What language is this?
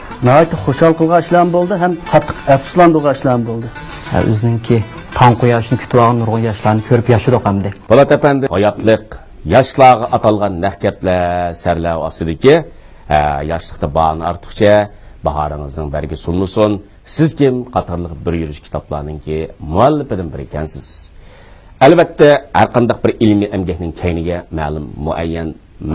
Uyghur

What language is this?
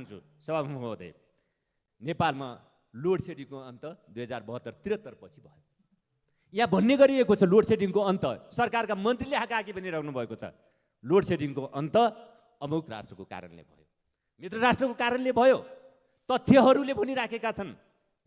Nepali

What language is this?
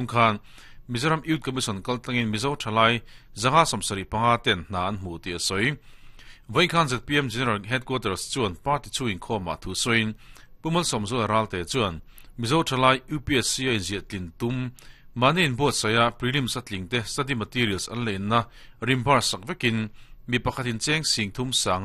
Mizo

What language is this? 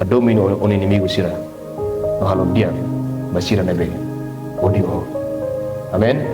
Tetum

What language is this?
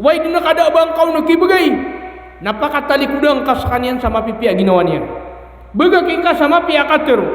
Maranao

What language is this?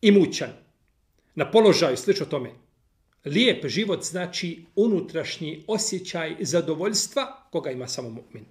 Bosnian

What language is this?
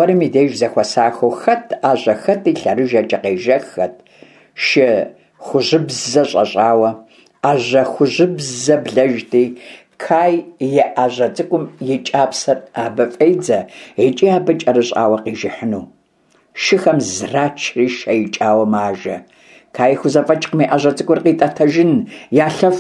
Kabardian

